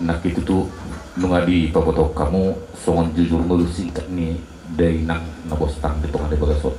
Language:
Batak Toba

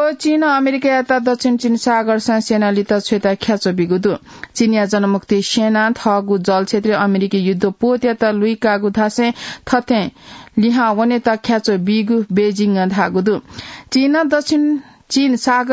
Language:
Newari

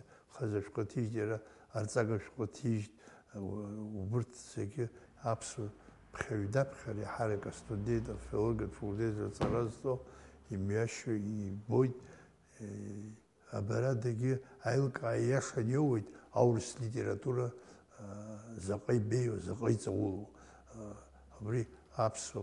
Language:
Abkhazian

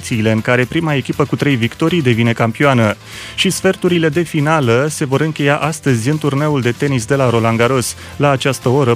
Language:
Romanian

